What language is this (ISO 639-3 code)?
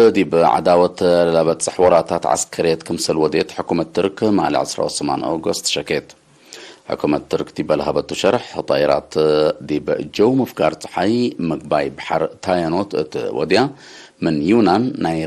tig